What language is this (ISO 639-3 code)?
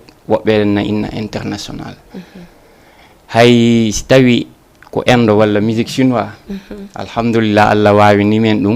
ful